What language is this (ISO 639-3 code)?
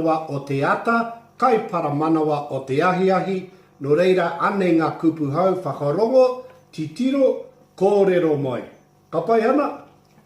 mri